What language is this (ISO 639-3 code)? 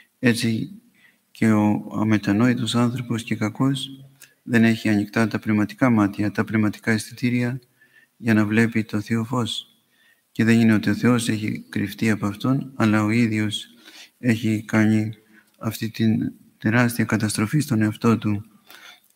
ell